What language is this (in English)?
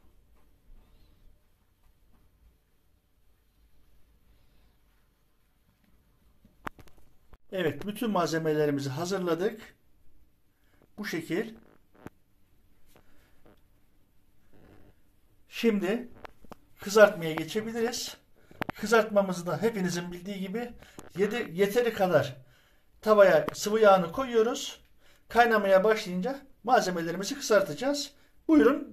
Turkish